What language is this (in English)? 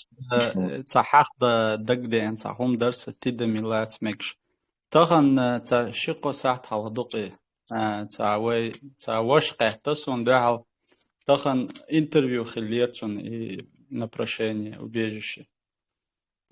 Chechen